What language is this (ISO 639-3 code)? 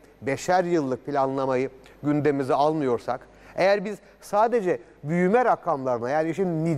tur